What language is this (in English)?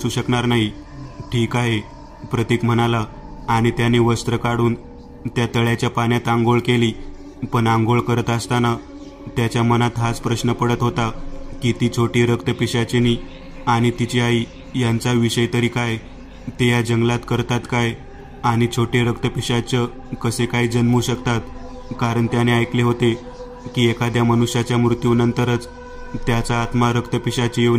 Marathi